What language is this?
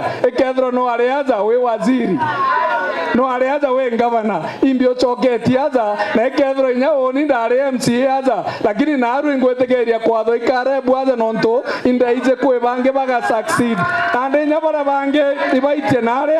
Meru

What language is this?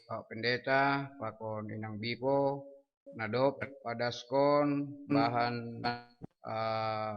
Batak Simalungun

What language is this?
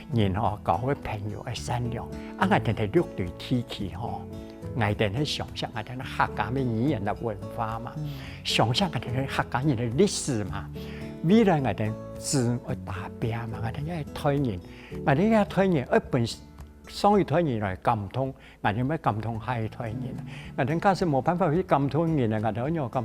Hakka Chinese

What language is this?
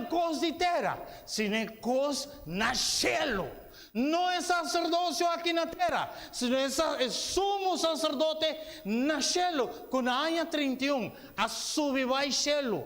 Papiamento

